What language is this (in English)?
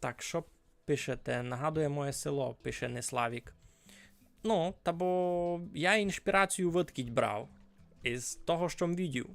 Rusyn